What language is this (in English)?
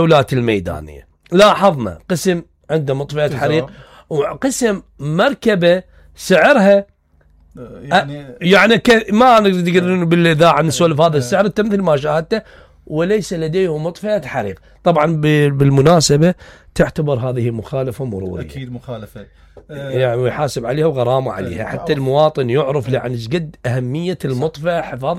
Mesopotamian Arabic